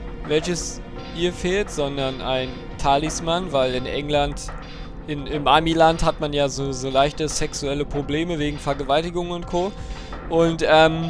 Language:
German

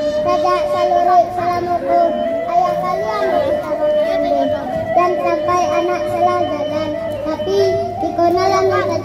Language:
Minangkabau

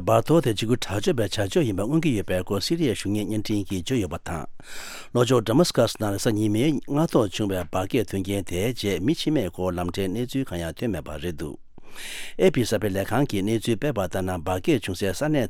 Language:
Tibetan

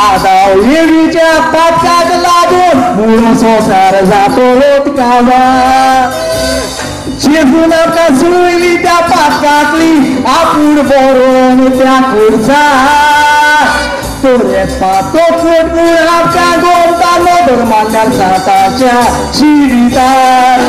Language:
Konkani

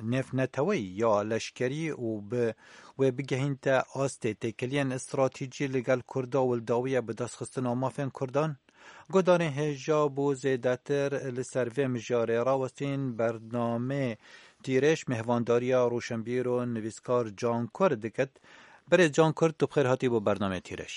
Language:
Kurdish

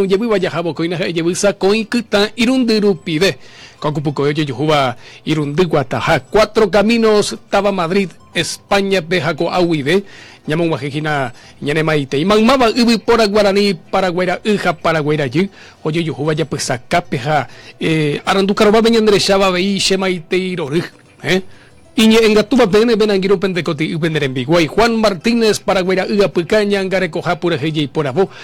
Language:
Guarani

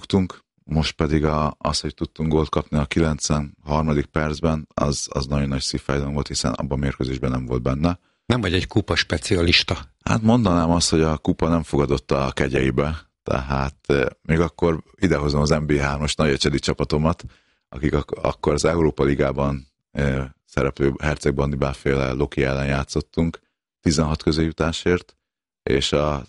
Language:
Hungarian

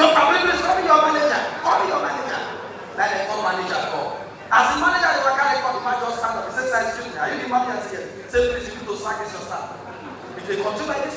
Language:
Nigerian Pidgin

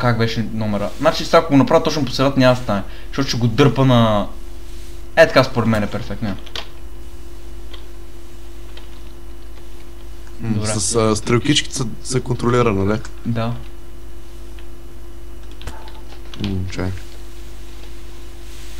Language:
Bulgarian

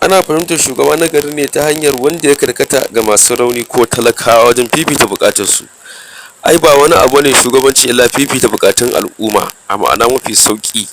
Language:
Hausa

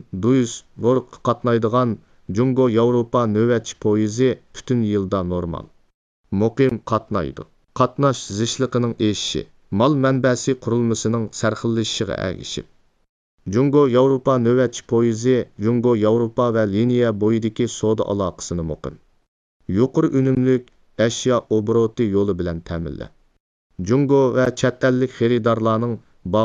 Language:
Uyghur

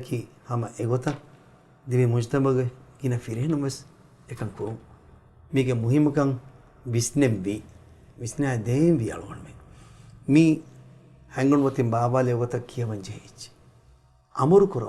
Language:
Divehi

